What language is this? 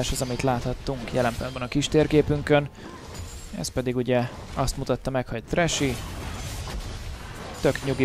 Hungarian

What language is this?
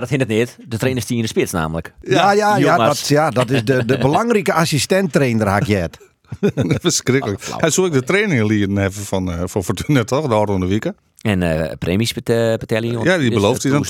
Western Frisian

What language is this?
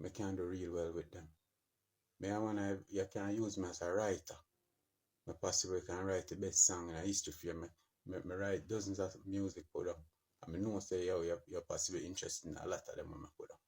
Jamaican Creole English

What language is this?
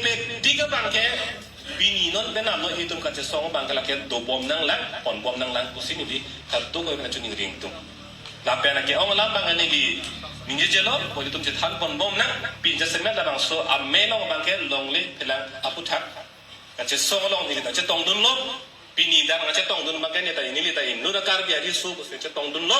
Karbi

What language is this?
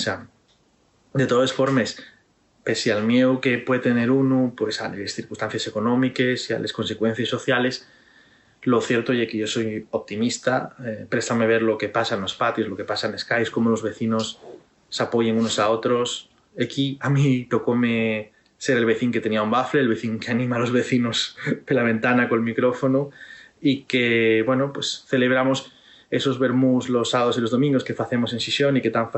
Asturian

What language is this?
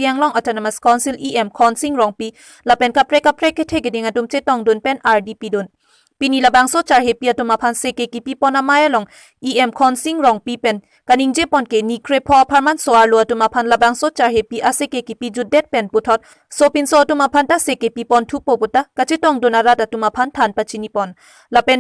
Karbi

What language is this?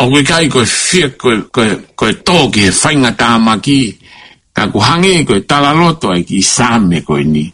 Tongan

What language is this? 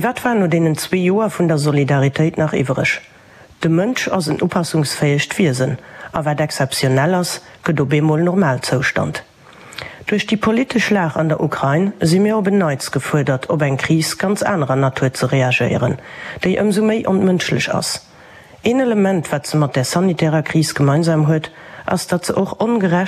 Luxembourgish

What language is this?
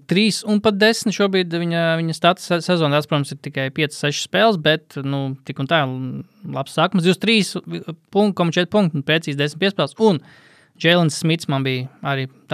Latvian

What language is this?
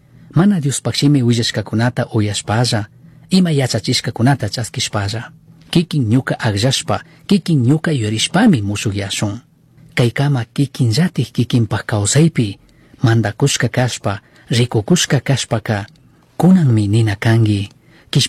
Chimborazo Highland Quichua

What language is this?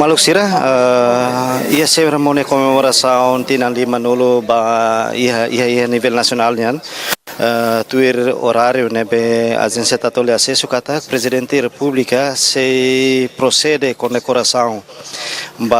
Tetum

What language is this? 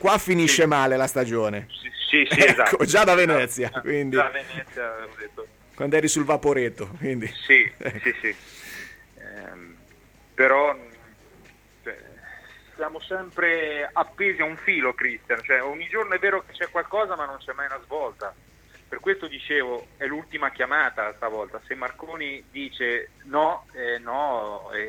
Italian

